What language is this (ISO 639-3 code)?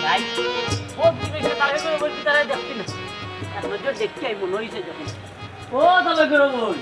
syl